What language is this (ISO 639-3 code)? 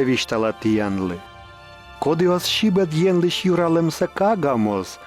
kom